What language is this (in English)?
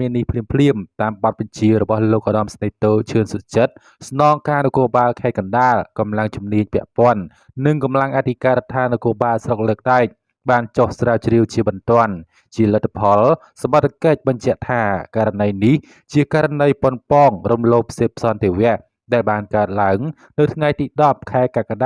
Khmer